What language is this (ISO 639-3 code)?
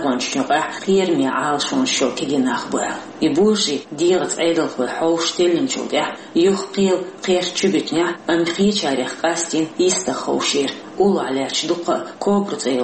che